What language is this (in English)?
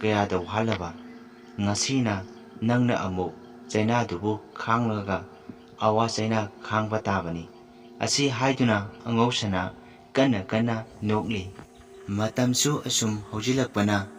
Manipuri